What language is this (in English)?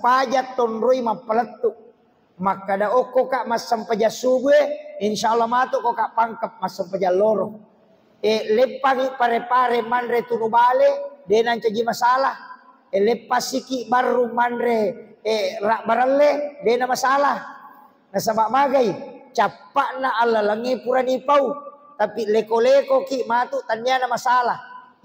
Buginese